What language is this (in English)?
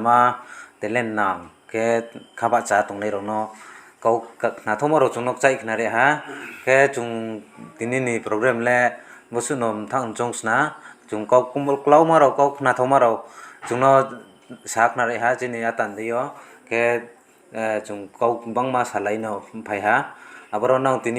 Riang (India)